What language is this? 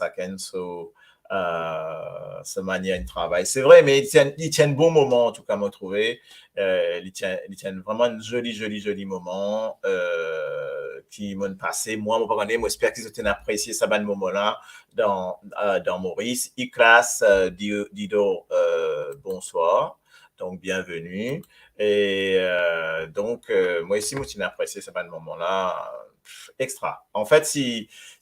Morisyen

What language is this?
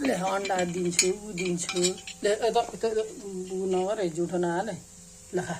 Nepali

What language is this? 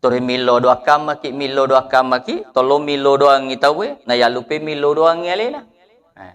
Buginese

